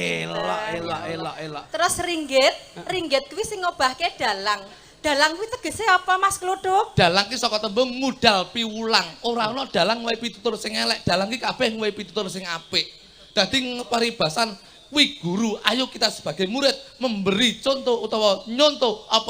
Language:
Javanese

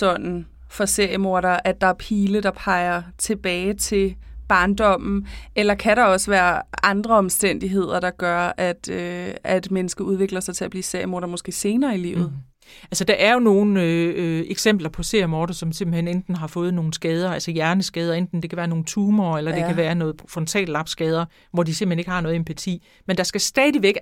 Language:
Danish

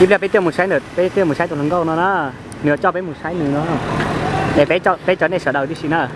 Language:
Hmong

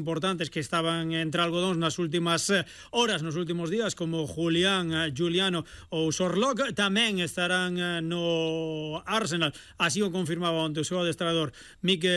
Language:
Galician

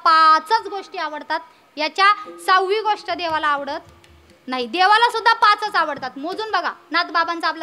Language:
Marathi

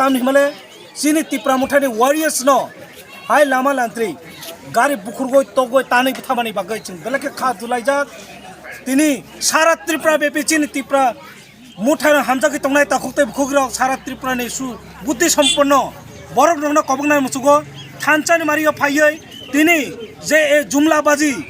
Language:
Kok Borok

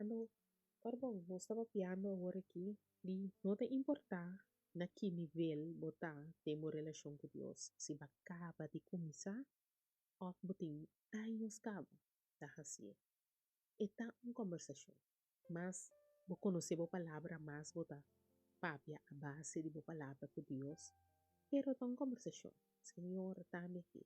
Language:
Papiamento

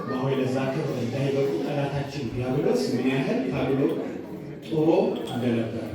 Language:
Amharic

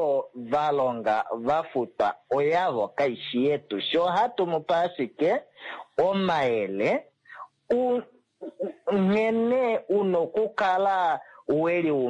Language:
Kuanyama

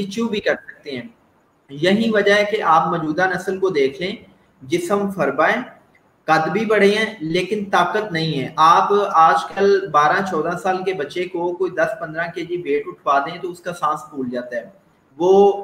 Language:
Urdu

